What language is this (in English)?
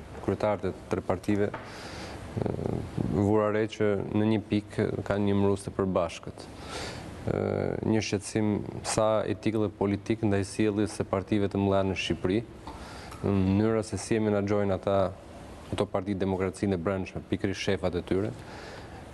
Albanian